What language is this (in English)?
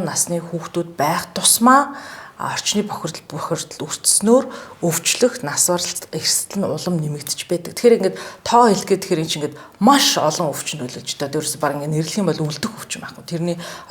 Mongolian